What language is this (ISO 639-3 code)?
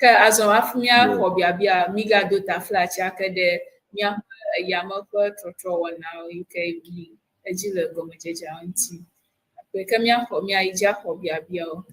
ewe